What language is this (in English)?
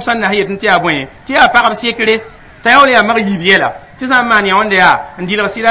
Mossi